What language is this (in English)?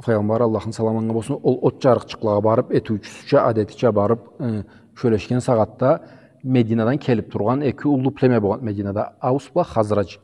Karachay-Balkar